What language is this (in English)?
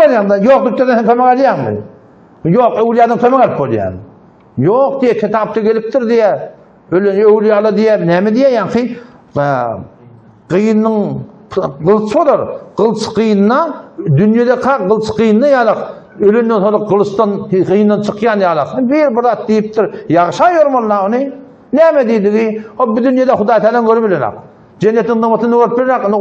Turkmen